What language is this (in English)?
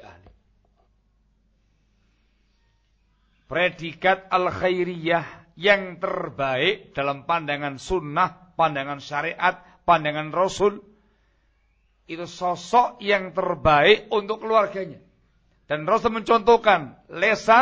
Indonesian